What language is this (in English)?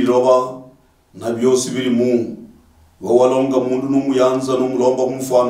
Luyia